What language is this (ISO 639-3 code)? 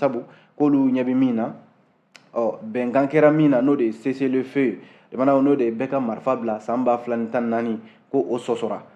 bam